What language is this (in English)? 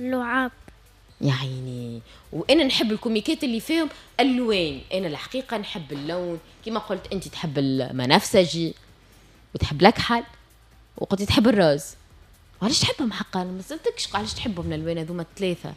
Tunisian Arabic